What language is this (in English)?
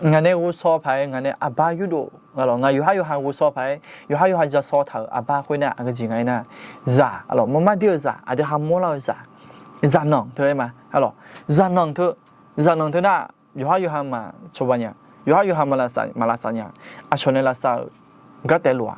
Akha